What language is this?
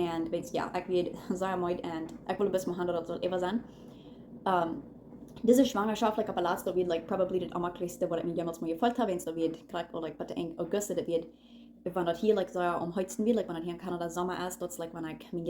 Plautdietsch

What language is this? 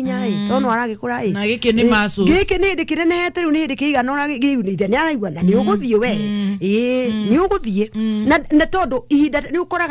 Kikuyu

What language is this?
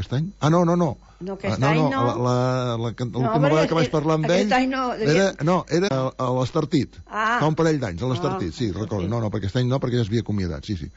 Catalan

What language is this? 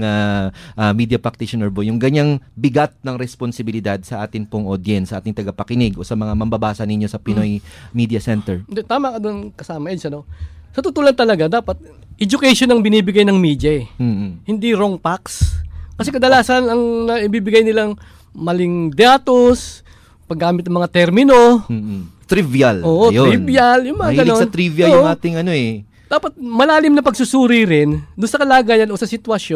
Filipino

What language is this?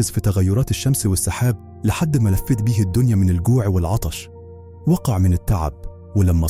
Egyptian Arabic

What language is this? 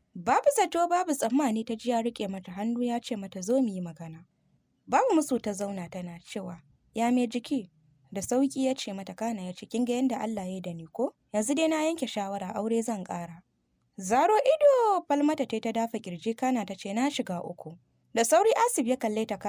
Hausa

